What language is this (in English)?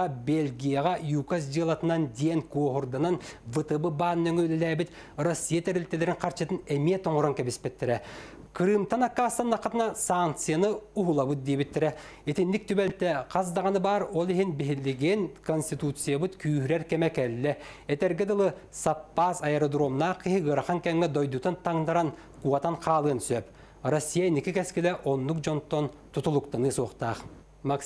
Yakut